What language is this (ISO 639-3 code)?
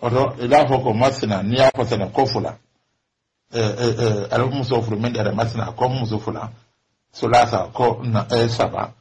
man